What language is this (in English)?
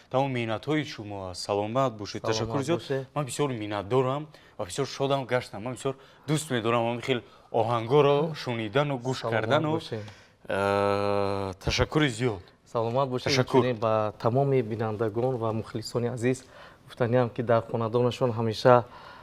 Tajik